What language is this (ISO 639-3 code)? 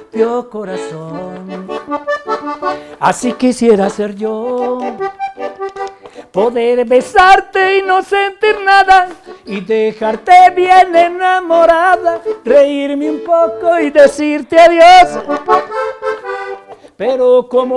spa